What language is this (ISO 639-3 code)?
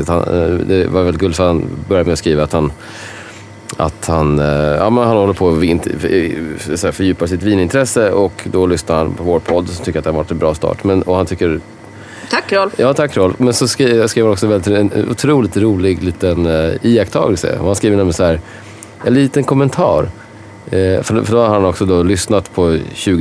swe